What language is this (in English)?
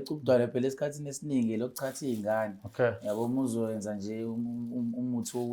Zulu